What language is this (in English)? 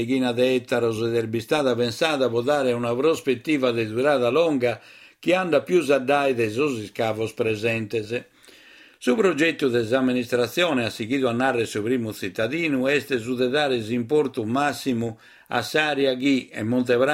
Sardinian